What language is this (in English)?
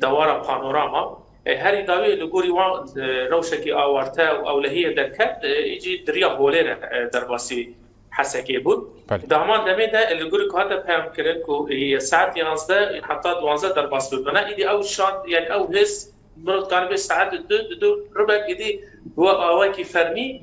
Kurdish